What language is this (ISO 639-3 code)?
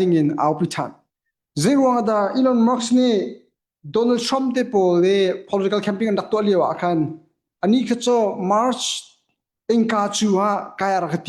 cnh